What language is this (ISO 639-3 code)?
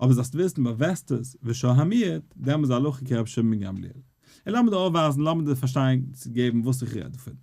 yid